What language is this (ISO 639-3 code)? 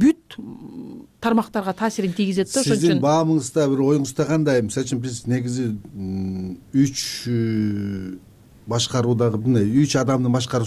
kir